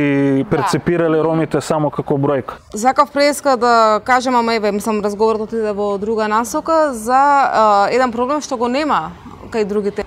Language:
Macedonian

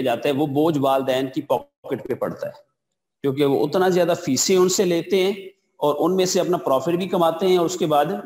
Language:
Urdu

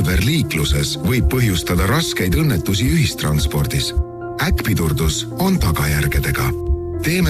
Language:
Estonian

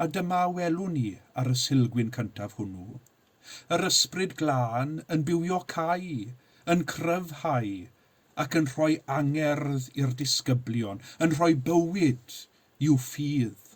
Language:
Welsh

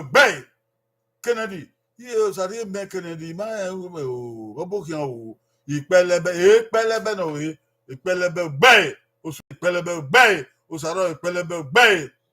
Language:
Bini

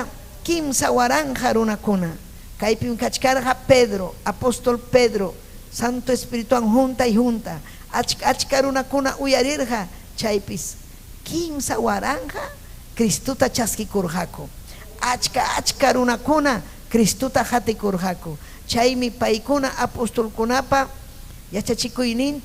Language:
Ayacucho Quechua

